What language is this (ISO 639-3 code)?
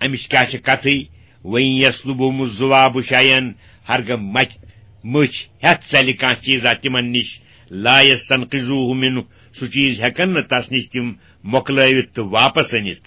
kas